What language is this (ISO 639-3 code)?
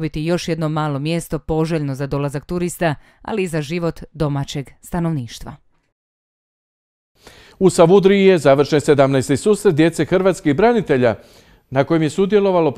hrv